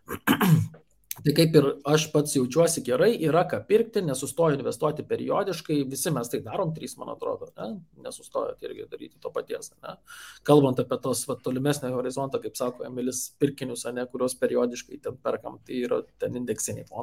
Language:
Lithuanian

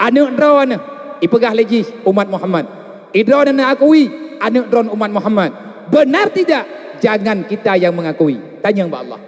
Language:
Achinese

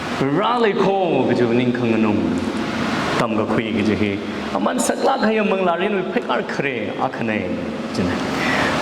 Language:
Tangkhul Naga (India)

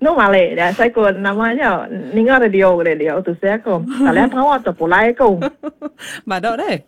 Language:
Iban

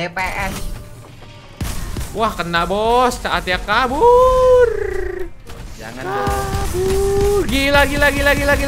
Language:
Indonesian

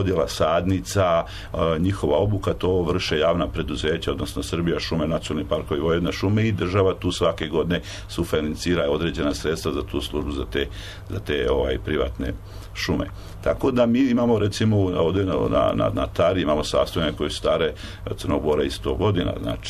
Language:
Serbian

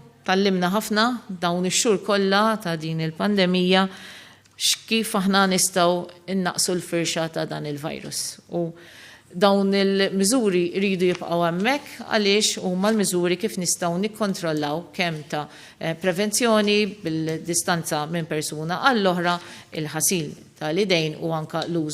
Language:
Maltese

